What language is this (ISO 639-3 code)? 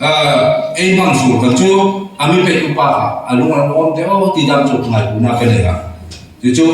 hmr